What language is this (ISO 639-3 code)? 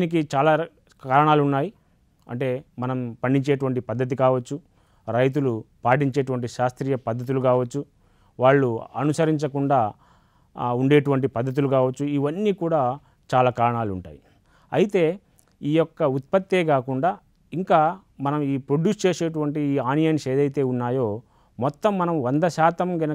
tel